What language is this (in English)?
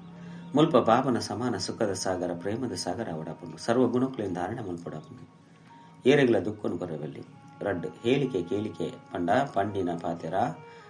Tulu